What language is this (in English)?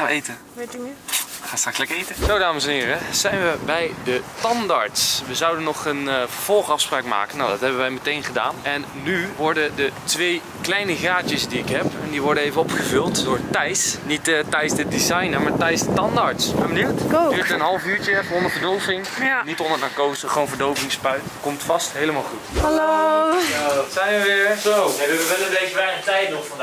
Dutch